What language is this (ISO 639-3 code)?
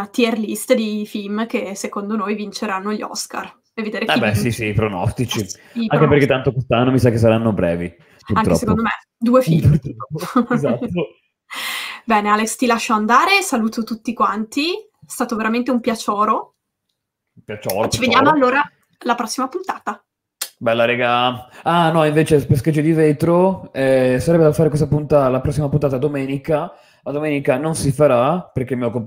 ita